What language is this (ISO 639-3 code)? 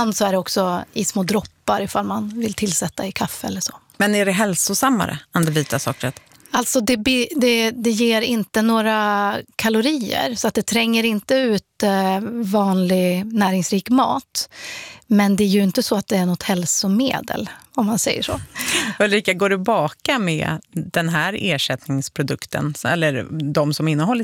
swe